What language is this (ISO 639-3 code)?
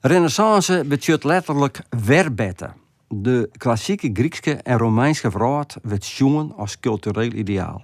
fry